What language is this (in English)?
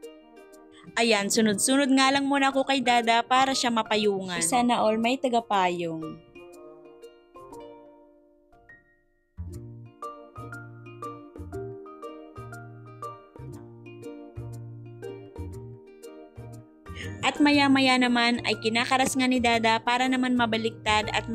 Filipino